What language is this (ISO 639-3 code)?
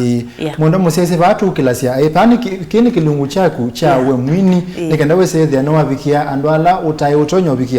kam